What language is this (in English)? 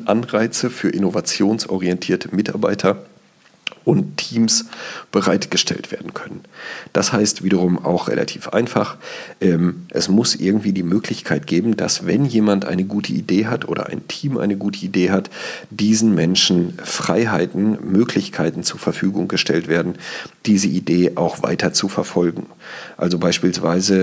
German